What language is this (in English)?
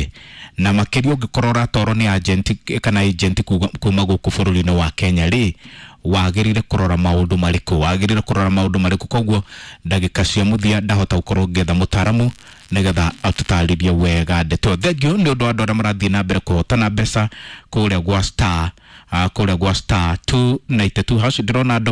Kikuyu